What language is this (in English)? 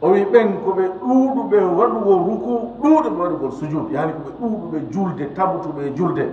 Fula